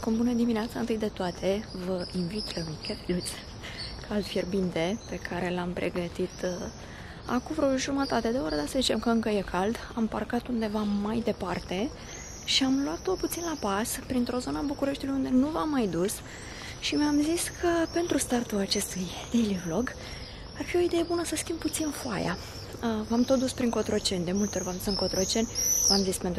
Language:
Romanian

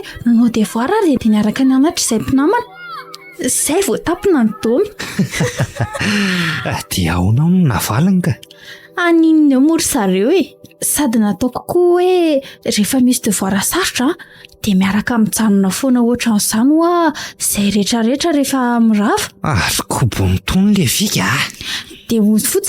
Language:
Malagasy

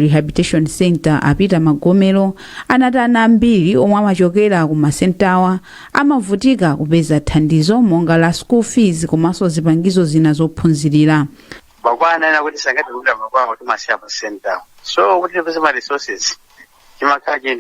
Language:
Nyanja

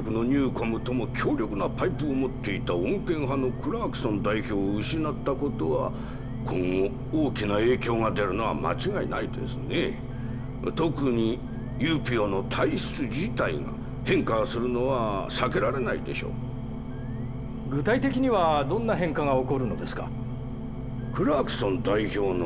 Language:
Japanese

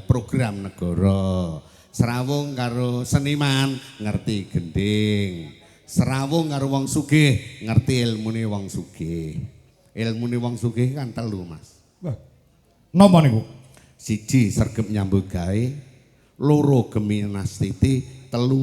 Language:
Javanese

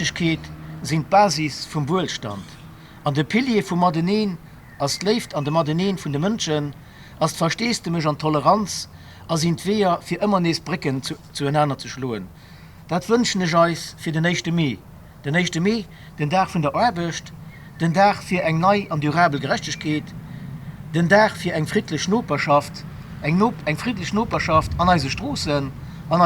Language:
Luxembourgish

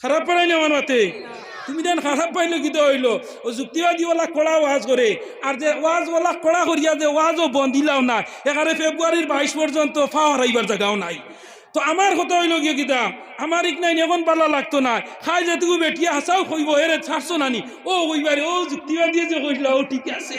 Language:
Sylheti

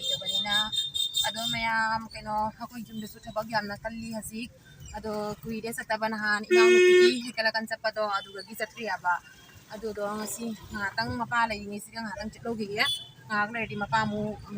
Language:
Manipuri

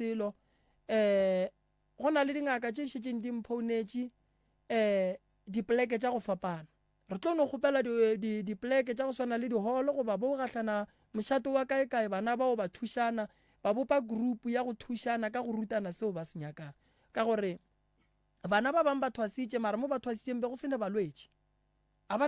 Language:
Northern Sotho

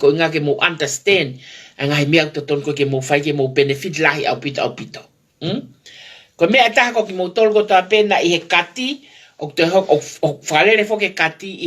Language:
Tongan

